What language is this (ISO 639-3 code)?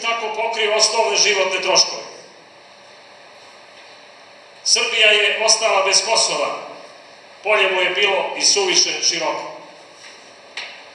srp